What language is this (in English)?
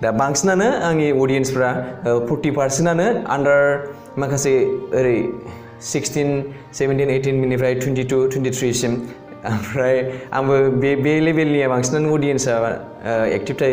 Bodo